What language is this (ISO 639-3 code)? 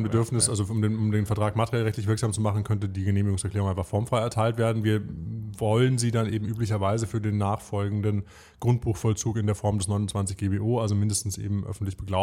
deu